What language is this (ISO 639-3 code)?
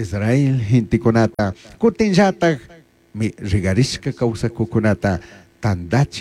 qug